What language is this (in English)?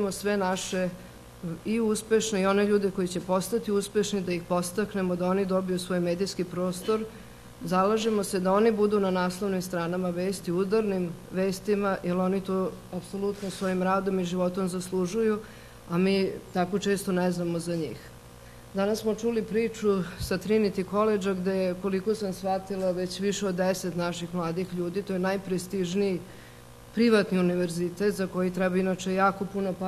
Serbian